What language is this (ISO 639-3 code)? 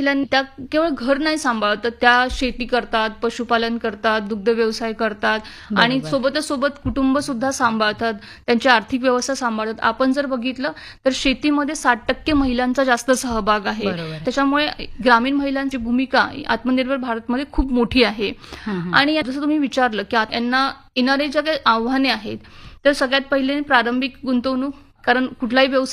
mar